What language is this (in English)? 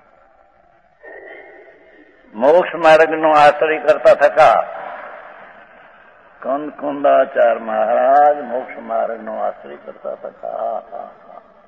Gujarati